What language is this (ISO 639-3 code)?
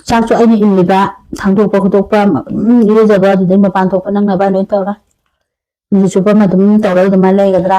mni